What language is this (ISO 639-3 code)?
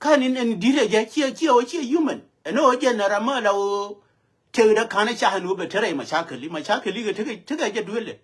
nus